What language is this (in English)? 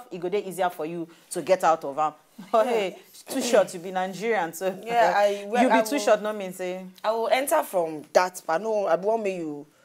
Nigerian Pidgin